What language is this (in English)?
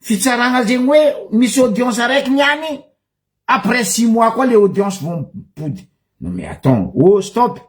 Malagasy